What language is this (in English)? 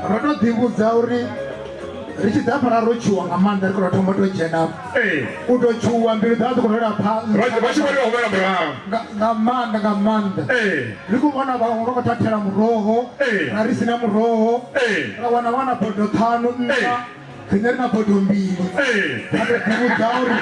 Venda